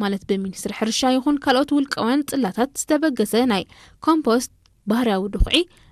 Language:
Tigrinya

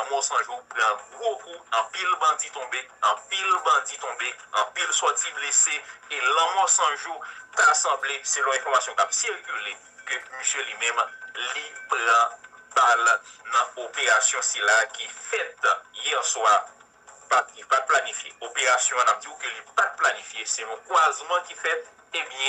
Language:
Haitian Creole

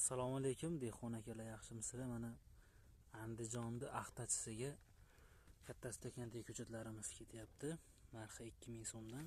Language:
Uzbek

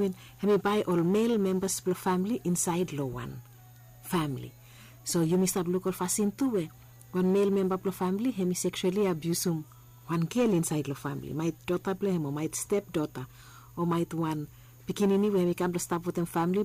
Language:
Bislama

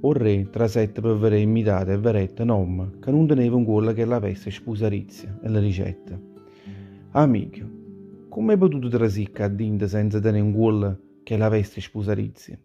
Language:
Neapolitan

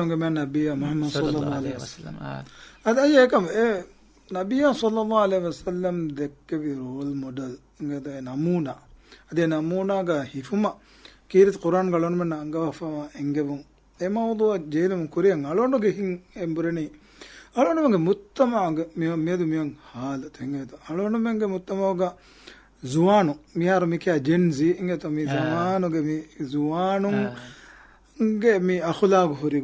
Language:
Divehi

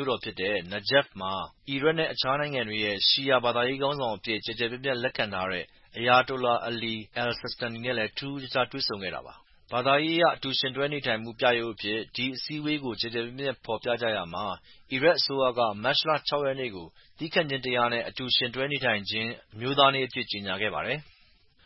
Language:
Burmese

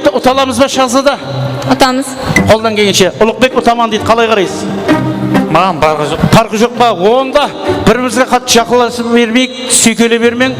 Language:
Kara-Kalpak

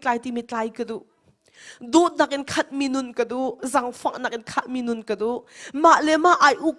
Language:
Hakha Chin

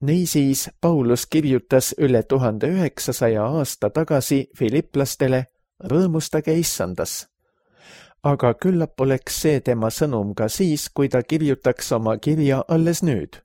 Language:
Estonian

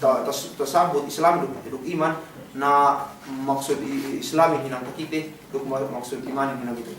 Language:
Yakan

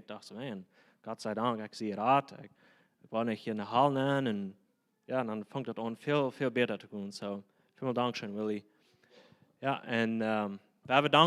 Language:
Plautdietsch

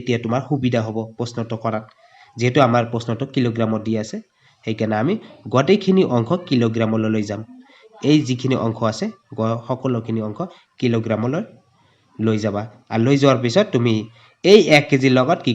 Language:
Assamese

